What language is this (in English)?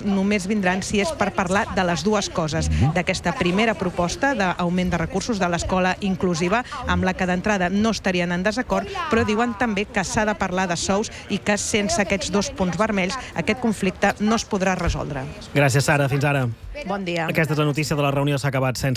Catalan